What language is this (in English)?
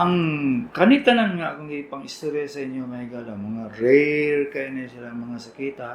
Cebuano